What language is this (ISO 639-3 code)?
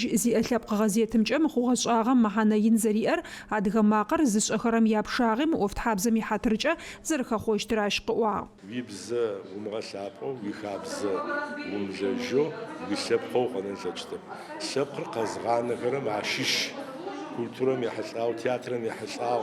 ady